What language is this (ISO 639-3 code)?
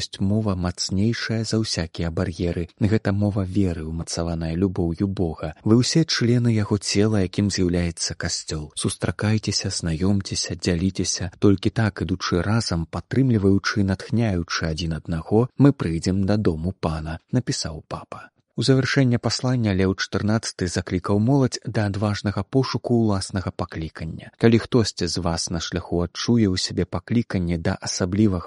bel